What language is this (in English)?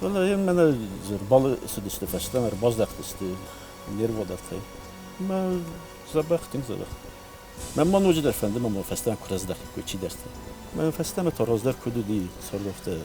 Ossetic